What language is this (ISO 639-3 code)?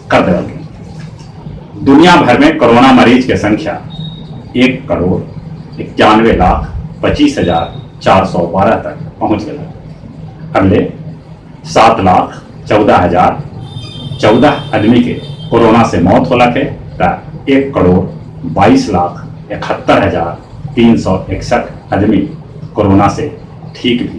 mag